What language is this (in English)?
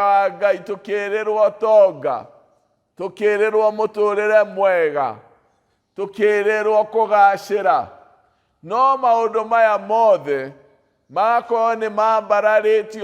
Kikuyu